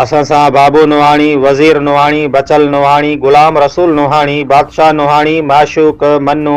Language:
Sindhi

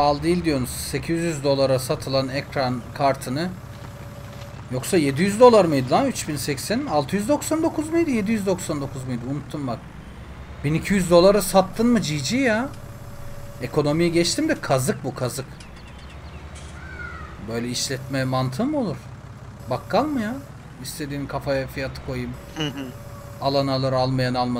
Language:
Turkish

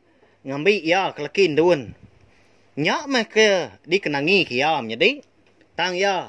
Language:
Iban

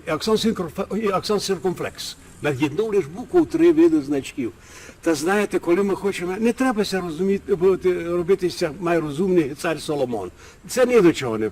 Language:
Rusyn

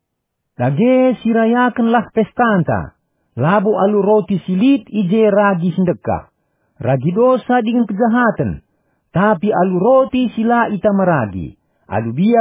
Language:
Batak Karo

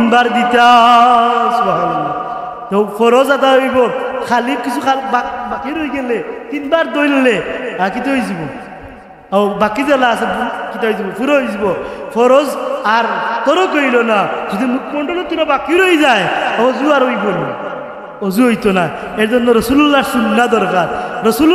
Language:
Sylheti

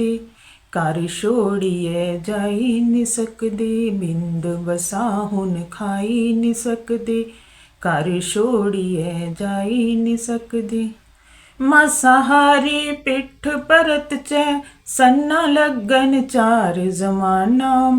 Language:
Dogri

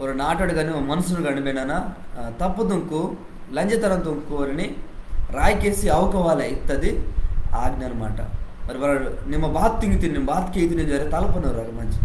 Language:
Koya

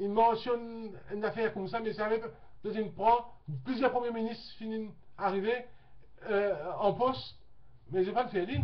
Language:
Morisyen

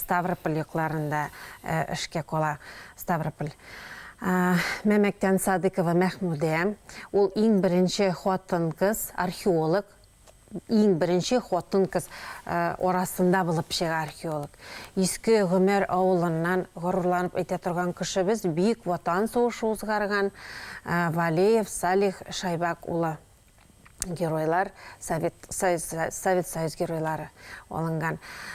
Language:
Bashkir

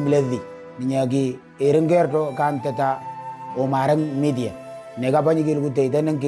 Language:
Moro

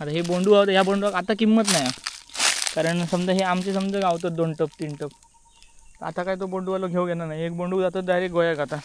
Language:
Konkani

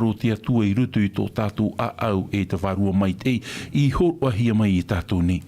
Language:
Tahitian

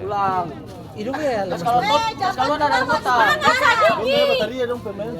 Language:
Ambonese Malay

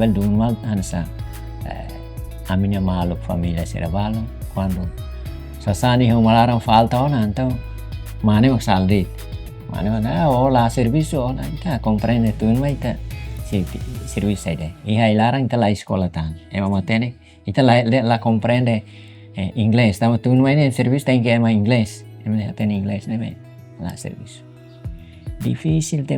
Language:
Tetum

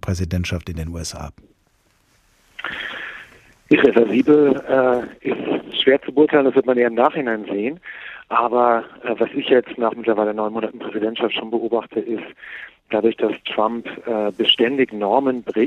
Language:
German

